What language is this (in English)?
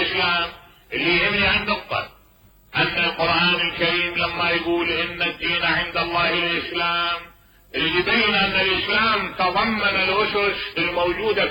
Mesopotamian Arabic